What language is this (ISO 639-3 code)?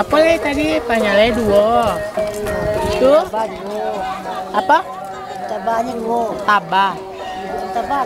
min